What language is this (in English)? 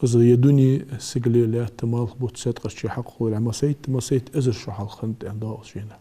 Ingush